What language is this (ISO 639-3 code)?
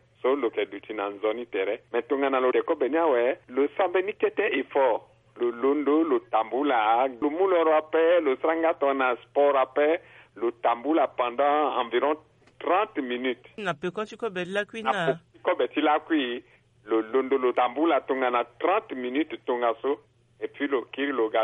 sag